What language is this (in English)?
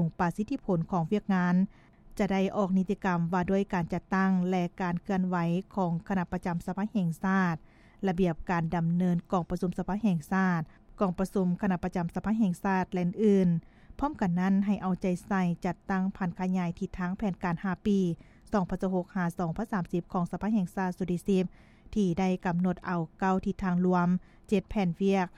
Lao